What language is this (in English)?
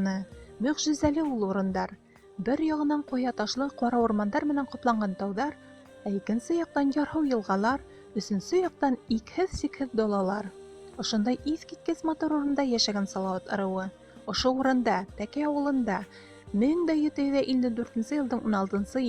Bashkir